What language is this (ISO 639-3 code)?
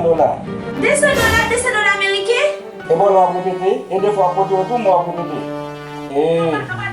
hat